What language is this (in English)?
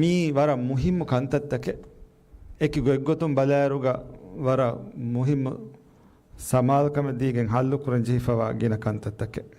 Divehi